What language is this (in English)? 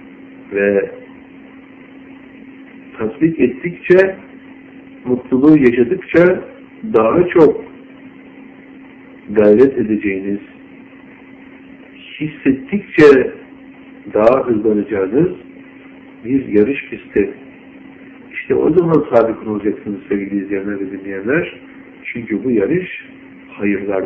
Turkish